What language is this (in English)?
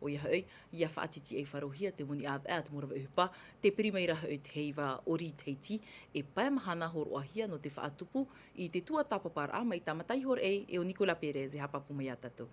Tahitian